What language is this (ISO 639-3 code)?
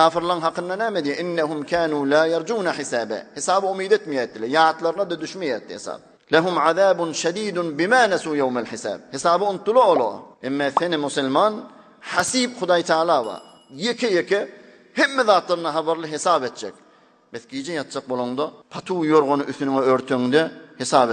tuk